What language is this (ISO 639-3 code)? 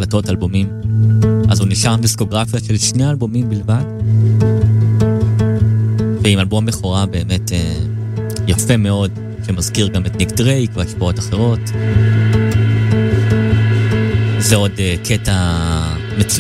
heb